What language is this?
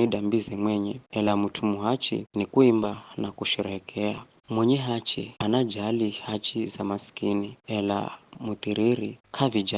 Giryama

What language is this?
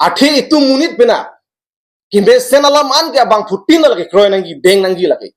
Karbi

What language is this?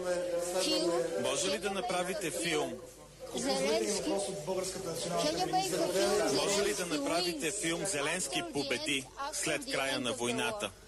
Bulgarian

